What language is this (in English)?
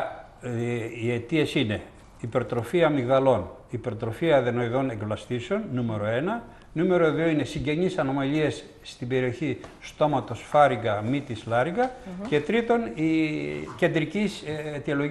Greek